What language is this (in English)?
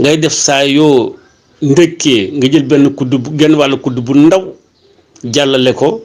Wolof